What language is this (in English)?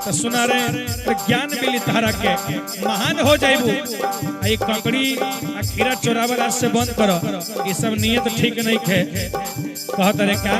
Magahi